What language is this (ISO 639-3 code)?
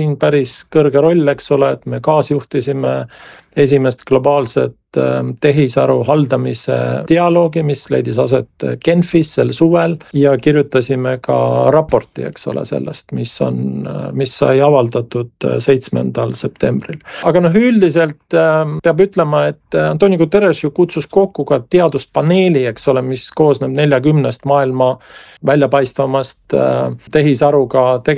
est